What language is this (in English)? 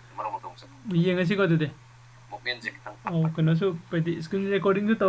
Manipuri